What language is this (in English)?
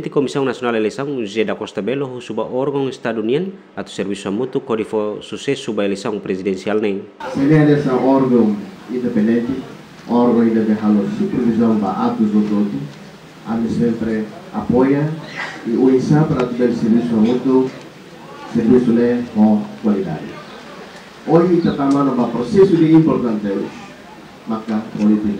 Tetum